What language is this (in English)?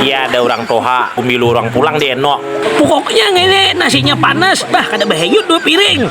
Banjar